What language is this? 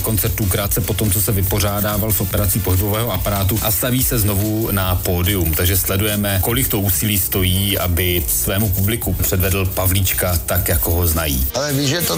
Czech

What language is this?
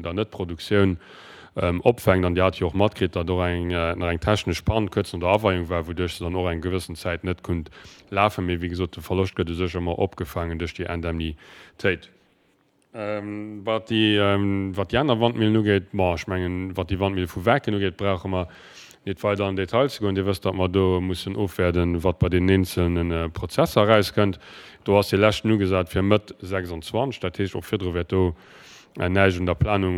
Luxembourgish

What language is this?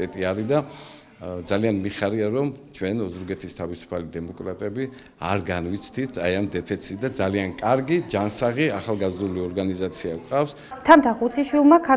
Georgian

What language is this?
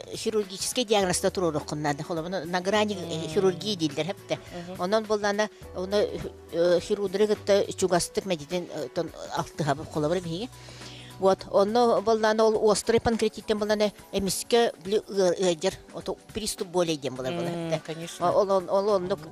Yakut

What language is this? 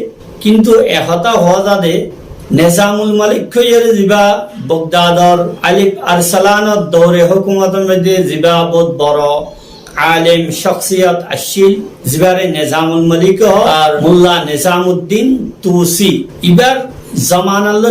Rohingya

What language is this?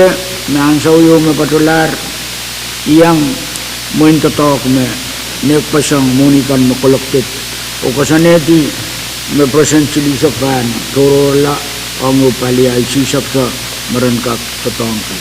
Pohnpeian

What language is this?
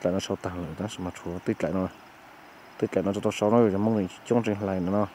Hmong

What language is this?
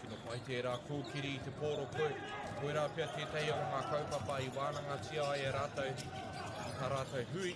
Māori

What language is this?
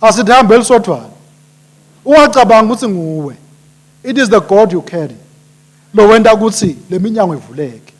Swati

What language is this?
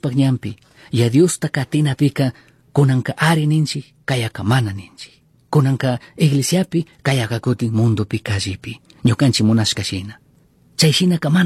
Chimborazo Highland Quichua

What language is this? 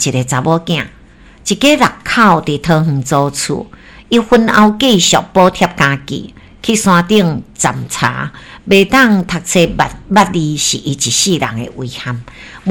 Min Nan Chinese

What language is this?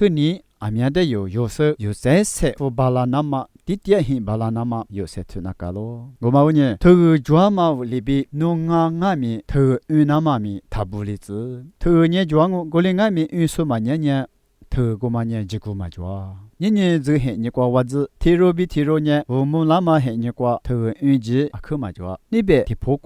Lisu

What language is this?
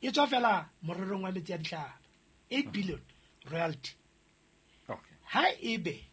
Southern Sotho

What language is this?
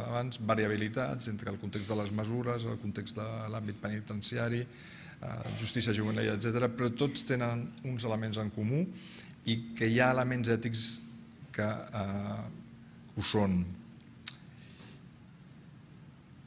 Catalan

